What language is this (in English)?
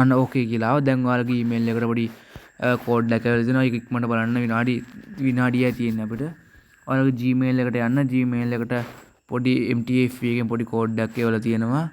Sinhala